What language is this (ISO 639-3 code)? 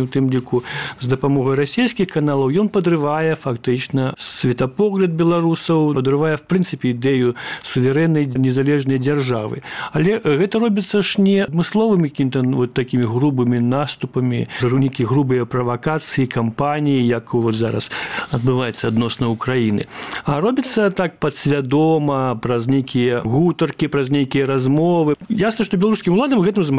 bel